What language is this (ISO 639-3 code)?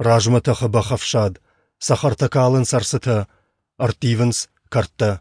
oss